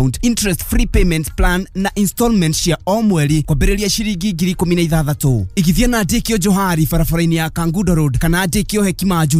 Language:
Kikuyu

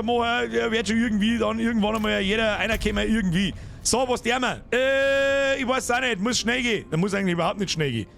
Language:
Bavarian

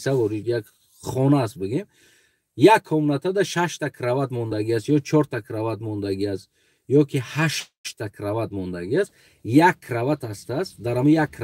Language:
Tajik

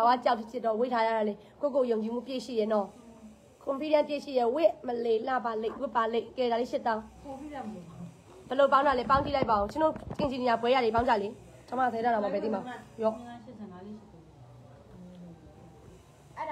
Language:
Burmese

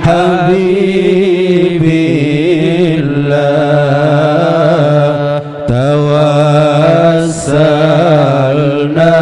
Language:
Sasak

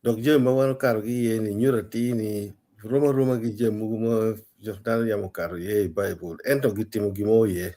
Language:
Acoli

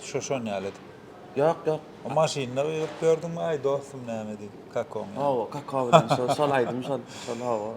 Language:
Turkmen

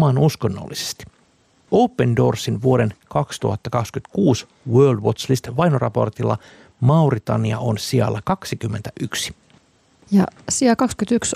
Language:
Finnish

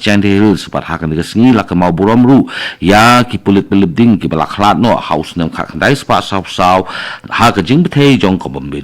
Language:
Khasi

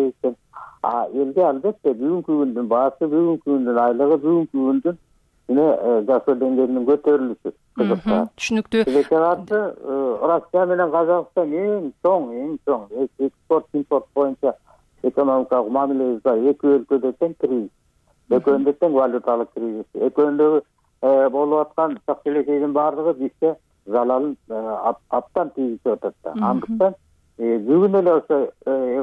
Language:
Kyrgyz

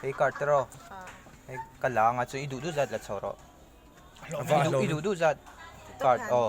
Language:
Mizo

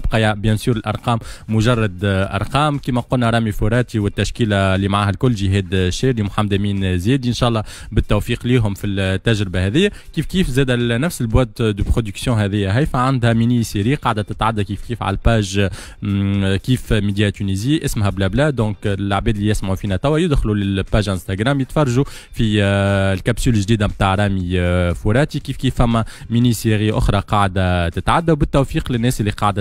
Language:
Tunisian Arabic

